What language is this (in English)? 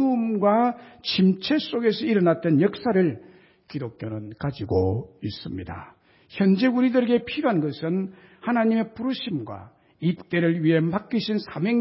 Korean